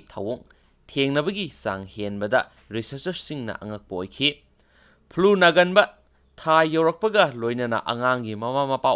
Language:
Manipuri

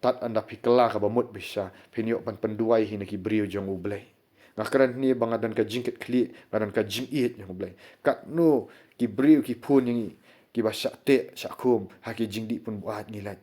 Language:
Khasi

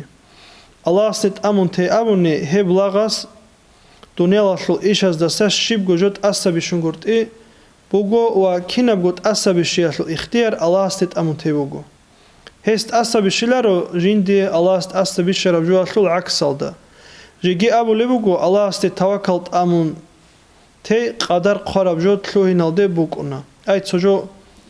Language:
Avaric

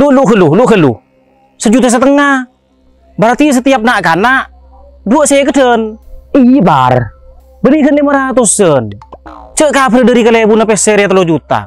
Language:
Madurese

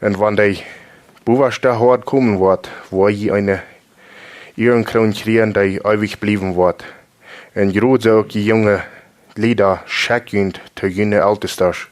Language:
Plautdietsch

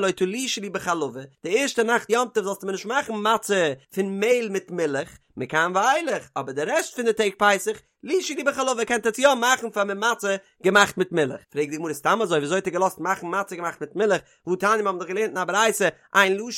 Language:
Yiddish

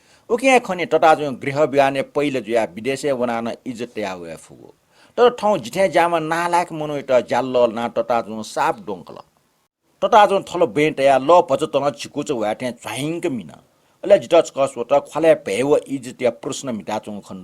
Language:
Newari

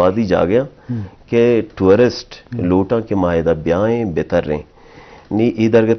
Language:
Eastern Balochi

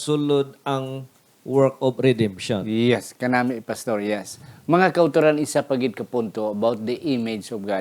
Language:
Hiligaynon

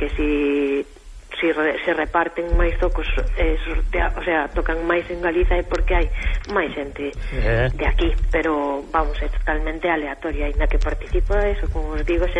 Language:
Galician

